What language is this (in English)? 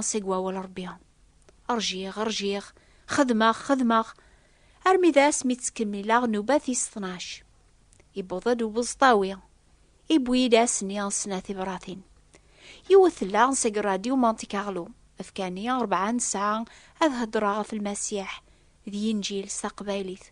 Kabyle